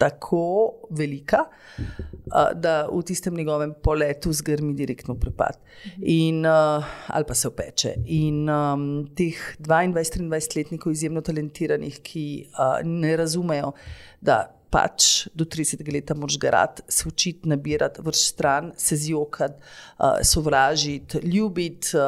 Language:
Slovenian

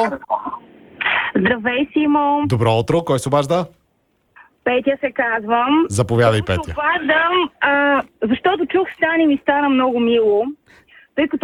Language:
Bulgarian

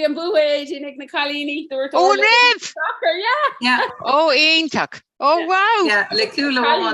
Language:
Irish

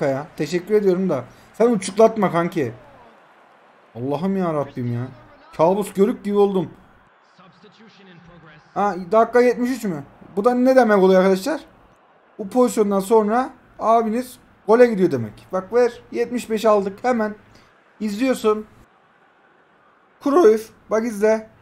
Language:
Turkish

